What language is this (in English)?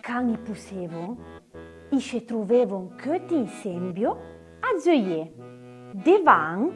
Arpitan